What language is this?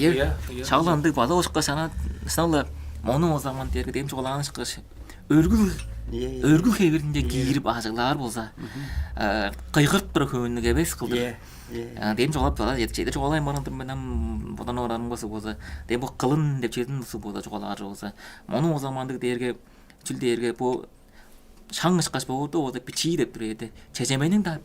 Tuvinian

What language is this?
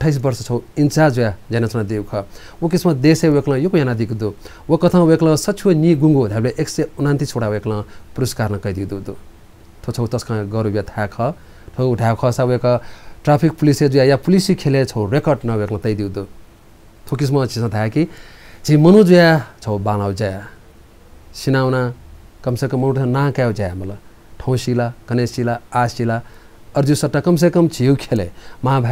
Newari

